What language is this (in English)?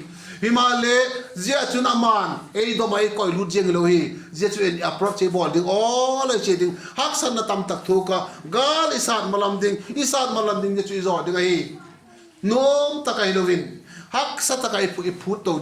Vaiphei